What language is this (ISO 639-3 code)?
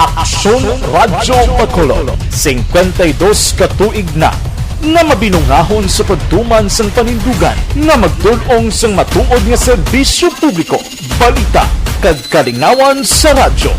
hil